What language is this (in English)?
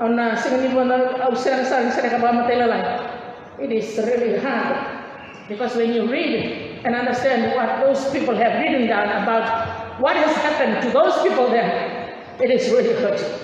Fijian